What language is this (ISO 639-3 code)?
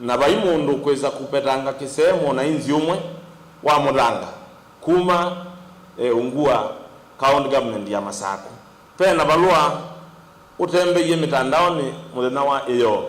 kam